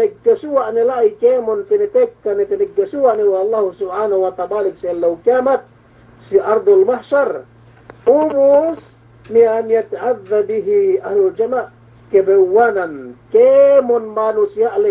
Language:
Yakan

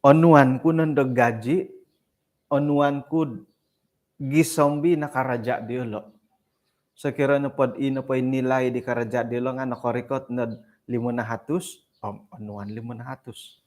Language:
Central Dusun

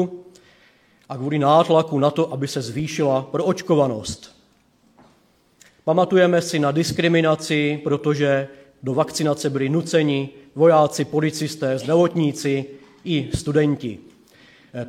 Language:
Czech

